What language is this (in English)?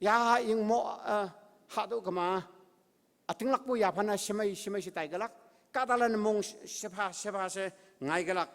Konyak Naga